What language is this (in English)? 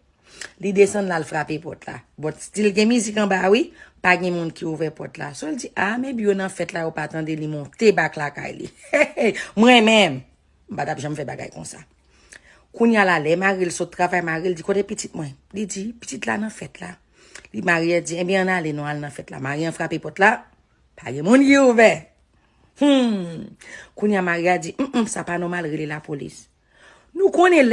Haitian Creole